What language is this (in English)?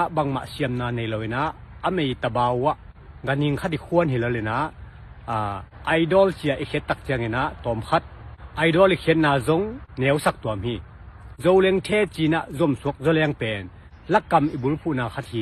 Tedim Chin